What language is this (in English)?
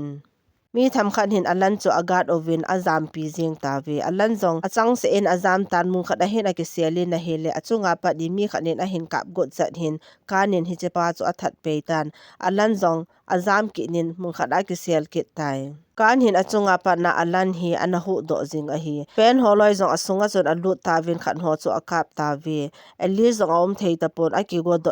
Thado Chin